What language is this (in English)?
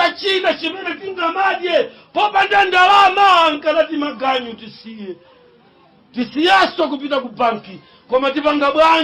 Nyanja